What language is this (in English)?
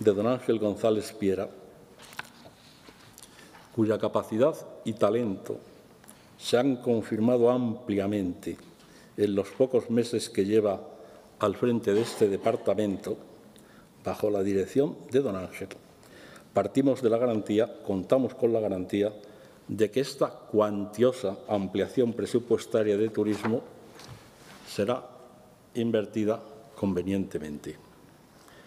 Spanish